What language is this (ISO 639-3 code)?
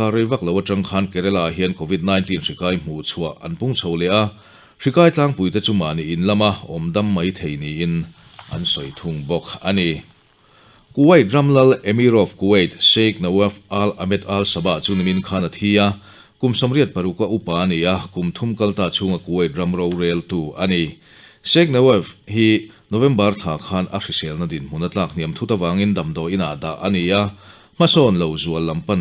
lus